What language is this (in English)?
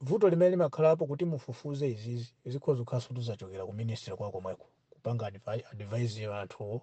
Nyanja